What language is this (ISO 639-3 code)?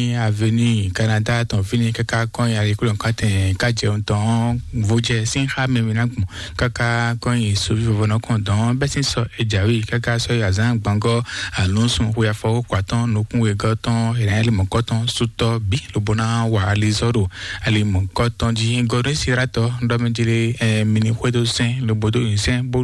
fon